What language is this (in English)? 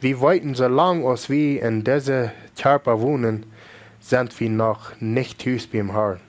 Plautdietsch